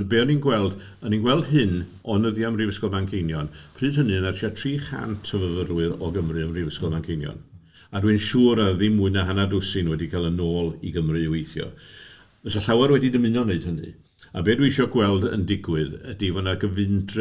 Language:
Welsh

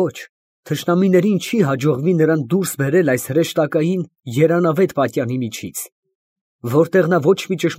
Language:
Armenian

